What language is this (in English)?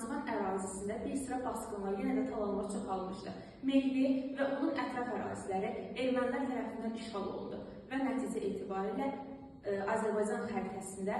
Azerbaijani